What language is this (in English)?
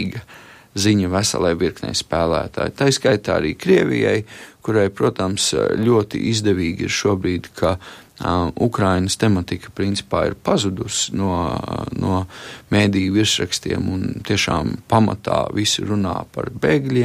Latvian